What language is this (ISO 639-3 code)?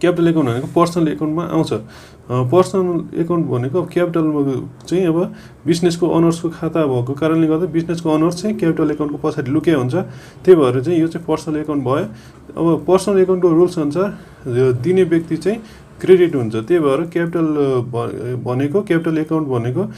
nep